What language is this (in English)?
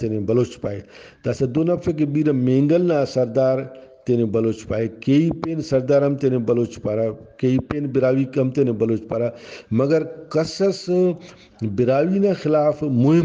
Brahui